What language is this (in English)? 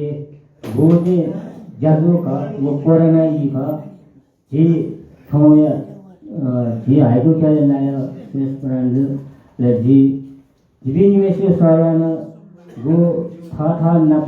Newari